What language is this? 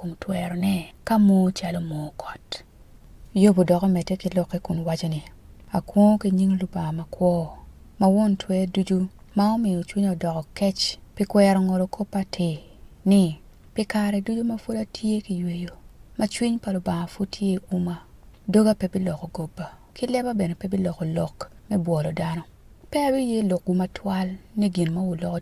Acoli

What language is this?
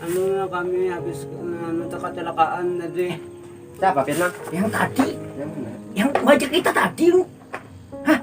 Banjar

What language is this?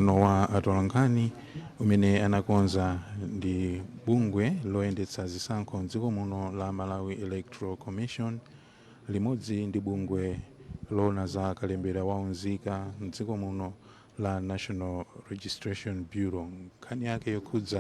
Nyanja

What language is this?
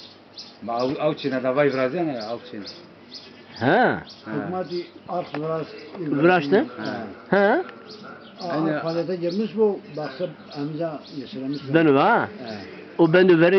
Zaza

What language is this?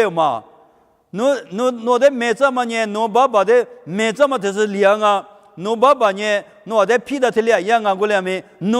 Lisu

